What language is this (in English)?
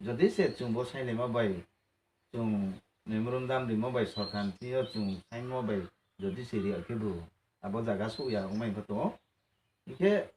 Riang (India)